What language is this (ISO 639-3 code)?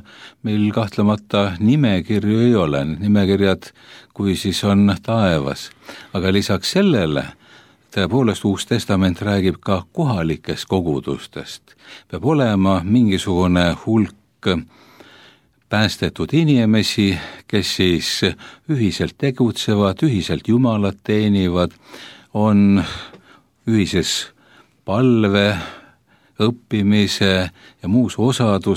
est